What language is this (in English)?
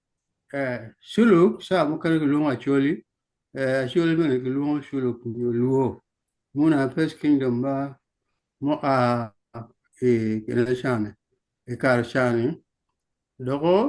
Acoli